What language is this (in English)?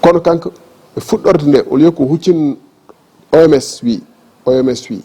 Fula